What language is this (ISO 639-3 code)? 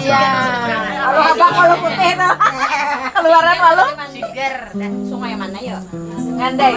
bjn